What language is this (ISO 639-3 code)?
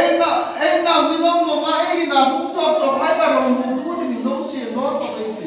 hmr